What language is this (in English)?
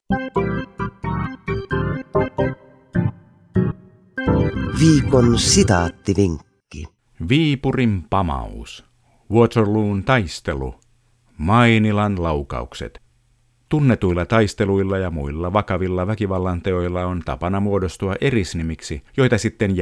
Finnish